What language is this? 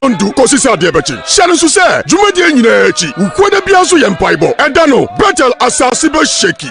Akan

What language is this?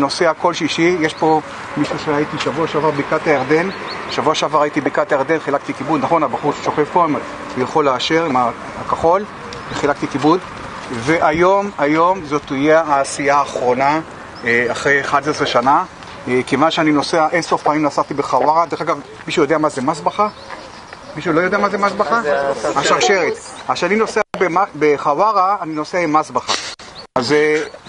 Hebrew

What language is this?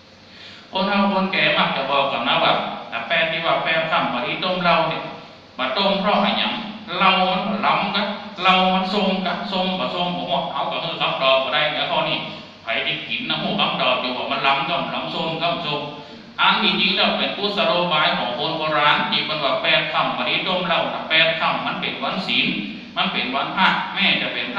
Thai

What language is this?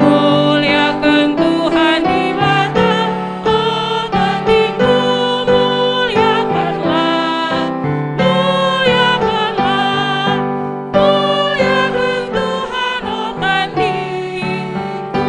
Batak Karo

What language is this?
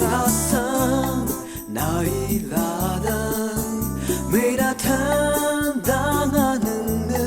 Rawang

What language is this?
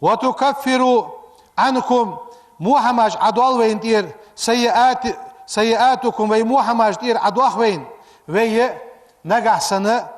Ingush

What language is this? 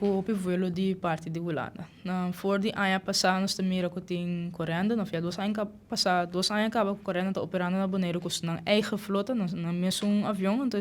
Papiamento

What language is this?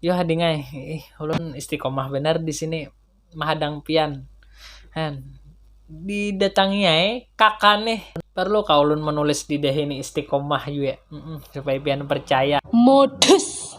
Banjar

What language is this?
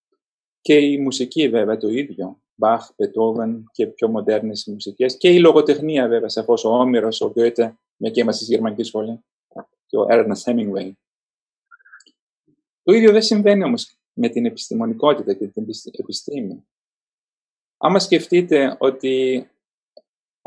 Greek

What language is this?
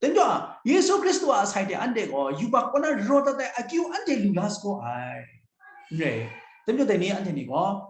Kachin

